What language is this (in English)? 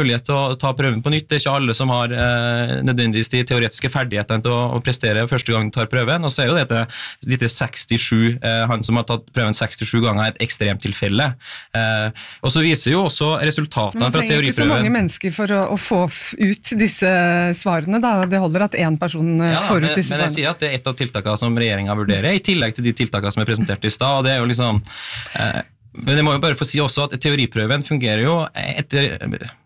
Norwegian